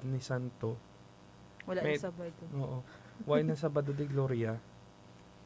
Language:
Hiligaynon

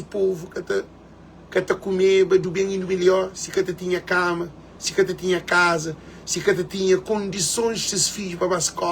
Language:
Kabuverdianu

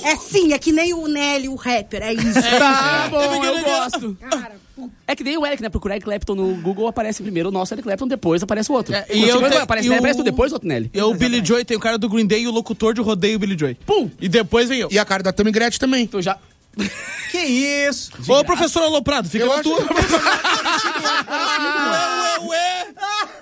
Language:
Portuguese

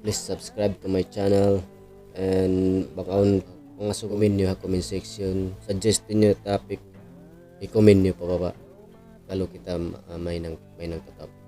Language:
Tausug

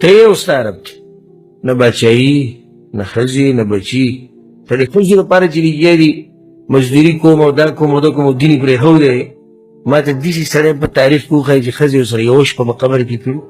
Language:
Pashto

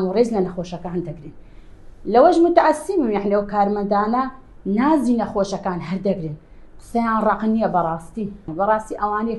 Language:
Central Kurdish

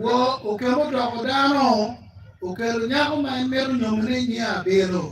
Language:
Acoli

